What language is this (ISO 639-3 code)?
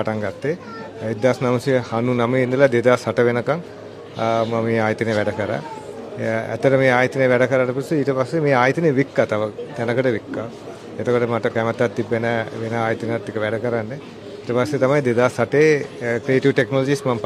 sin